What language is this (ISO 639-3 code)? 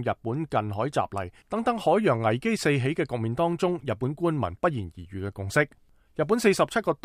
yue